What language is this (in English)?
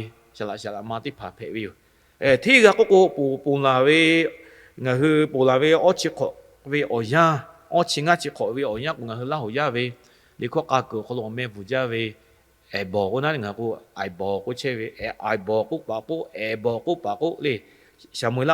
Lahu